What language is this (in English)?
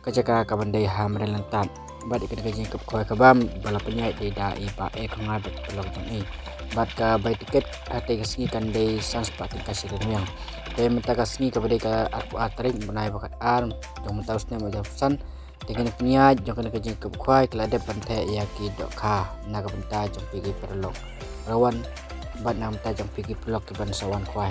Khasi